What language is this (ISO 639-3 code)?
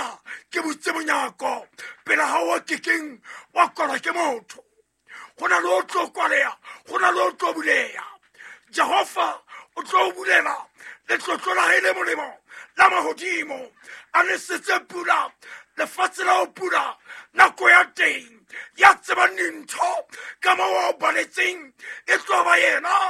sot